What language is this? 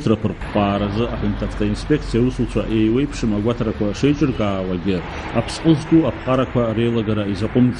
Abkhazian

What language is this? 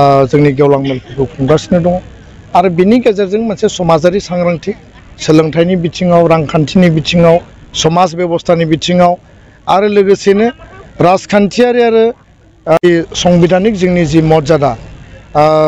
Bodo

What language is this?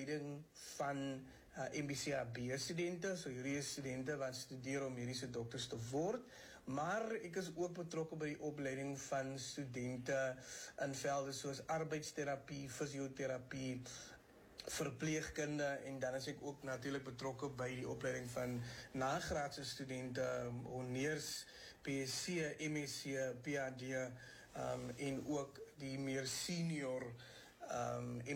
Afrikaans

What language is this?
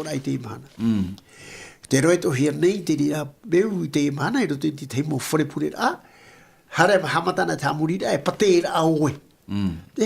Tahitian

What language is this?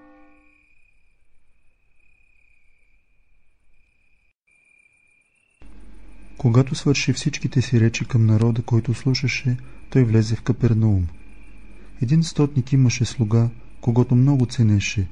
Bulgarian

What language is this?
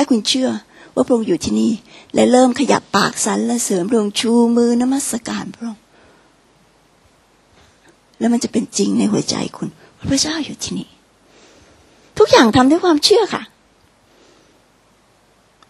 Thai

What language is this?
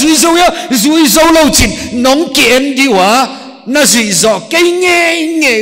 Paite Chin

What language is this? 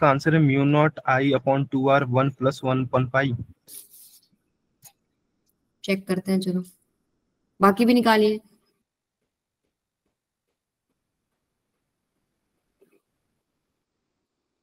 Hindi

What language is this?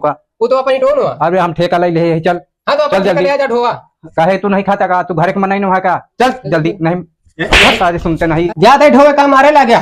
Awadhi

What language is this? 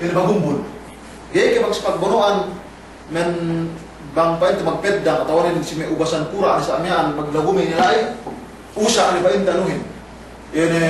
Yakan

